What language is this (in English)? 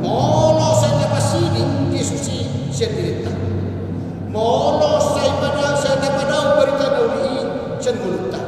Batak Toba